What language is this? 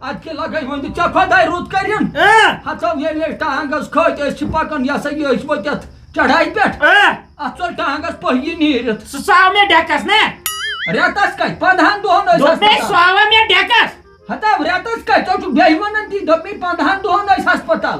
Kashmiri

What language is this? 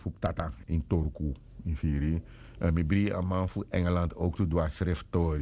Sranan Tongo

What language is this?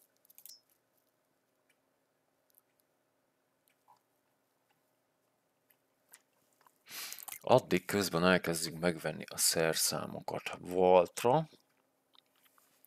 Hungarian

